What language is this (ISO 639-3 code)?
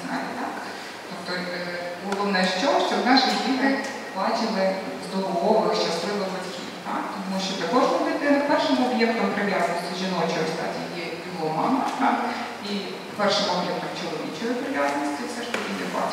ukr